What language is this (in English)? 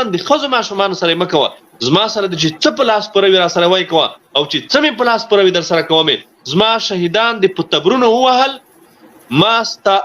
Pashto